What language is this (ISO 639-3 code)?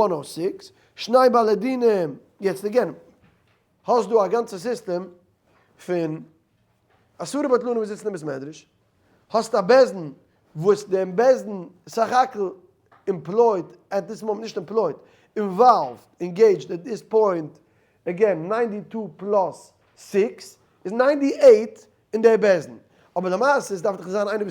yid